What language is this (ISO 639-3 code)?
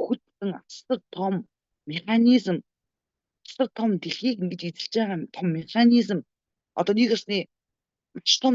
mon